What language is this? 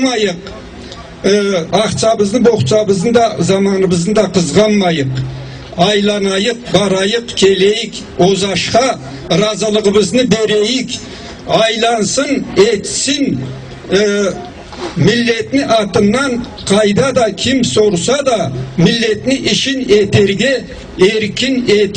Karachay-Balkar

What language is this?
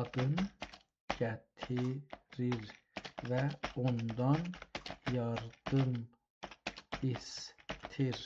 South Azerbaijani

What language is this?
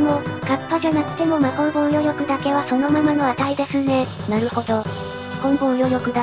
Japanese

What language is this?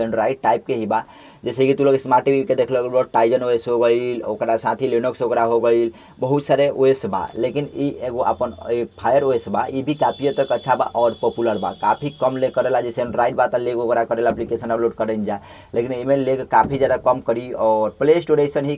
Bhojpuri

